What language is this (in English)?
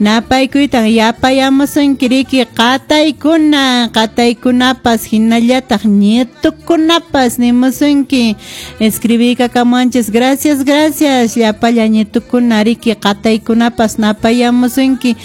Quechua